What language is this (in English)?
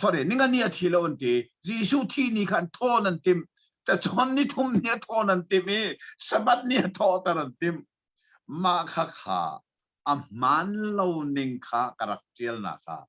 Hakha Chin